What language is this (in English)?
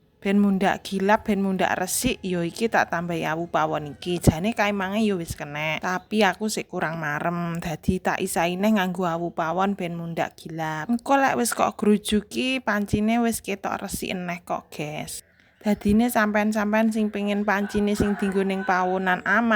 Javanese